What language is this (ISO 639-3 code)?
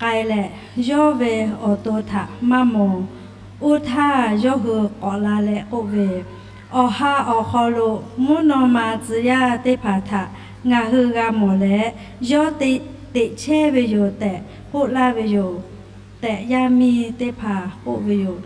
lhu